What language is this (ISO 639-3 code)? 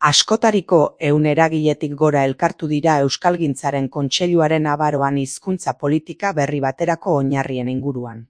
eus